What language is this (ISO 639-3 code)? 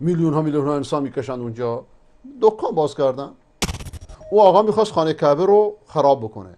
fas